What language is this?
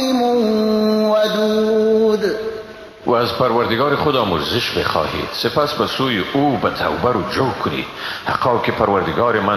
Persian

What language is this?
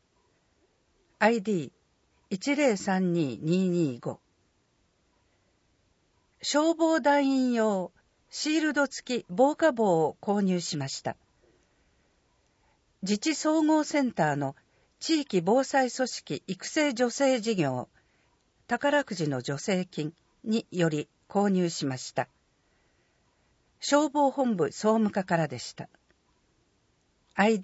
Japanese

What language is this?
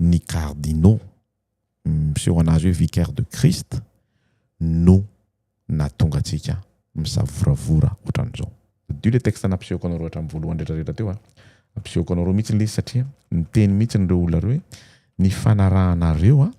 Malagasy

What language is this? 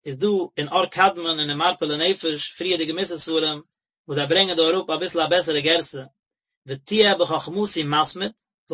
Yiddish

